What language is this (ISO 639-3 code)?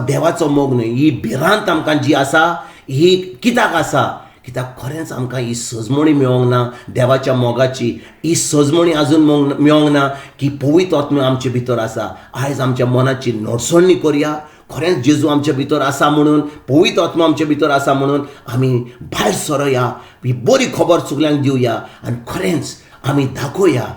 kok